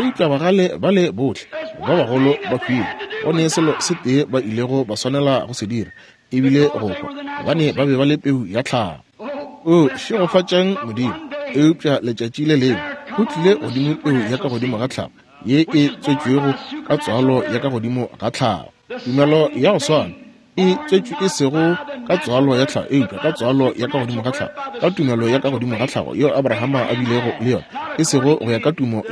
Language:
Northern Sotho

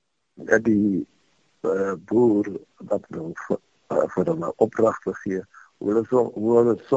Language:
Afrikaans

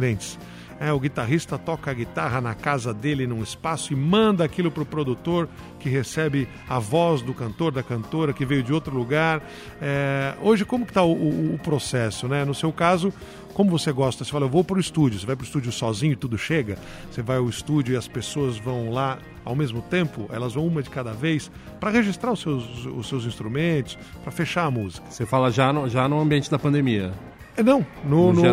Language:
Portuguese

